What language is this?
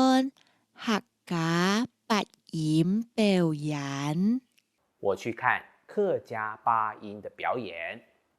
Hakka Chinese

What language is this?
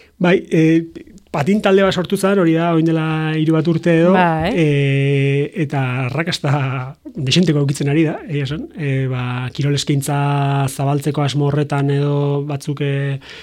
Basque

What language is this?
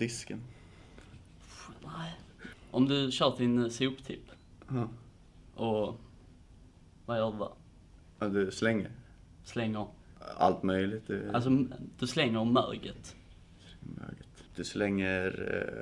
Swedish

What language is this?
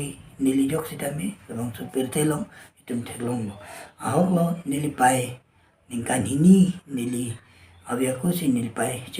Karbi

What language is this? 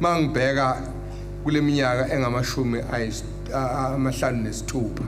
Zulu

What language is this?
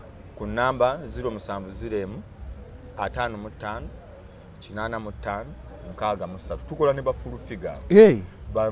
Ganda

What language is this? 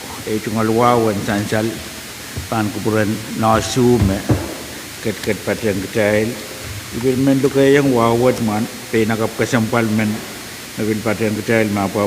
Pohnpeian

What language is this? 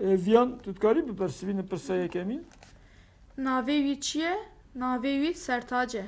Kurdish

